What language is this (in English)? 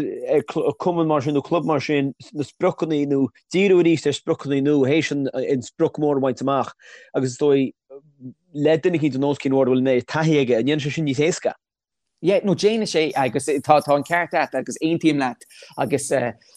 Irish